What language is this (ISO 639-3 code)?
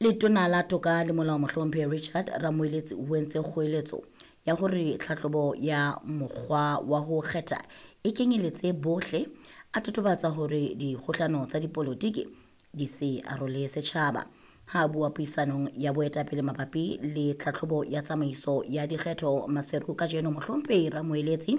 sot